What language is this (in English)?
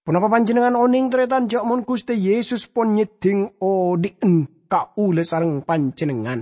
Madurese